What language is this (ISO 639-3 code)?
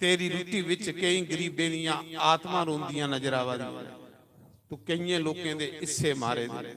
doi